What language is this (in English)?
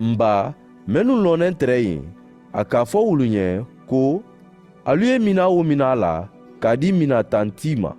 Mandingo